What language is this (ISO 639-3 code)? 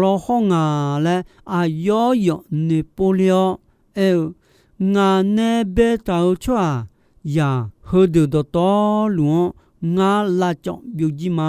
ahk